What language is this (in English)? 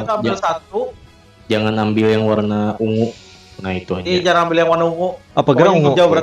Banjar